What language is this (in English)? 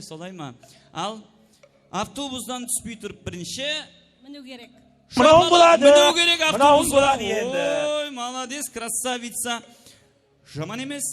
Kara-Kalpak